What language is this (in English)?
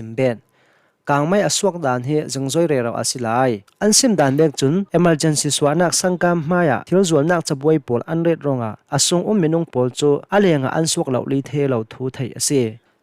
Hakha Chin